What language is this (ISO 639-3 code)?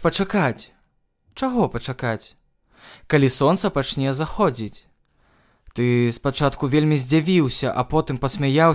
bel